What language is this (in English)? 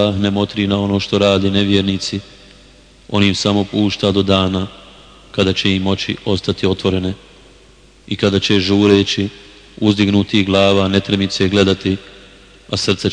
Bosnian